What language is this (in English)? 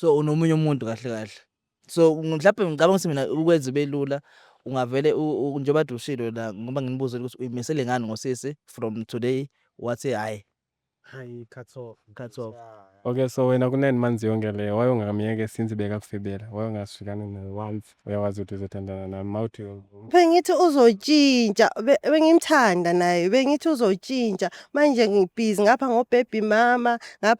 Zulu